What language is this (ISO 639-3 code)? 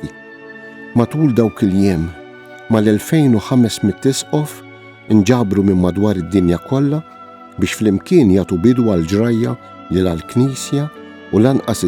mlt